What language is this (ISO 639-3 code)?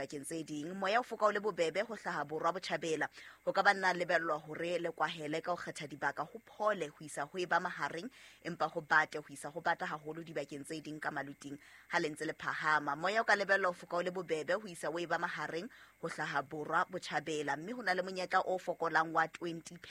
sot